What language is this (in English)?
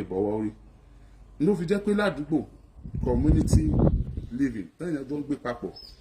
Yoruba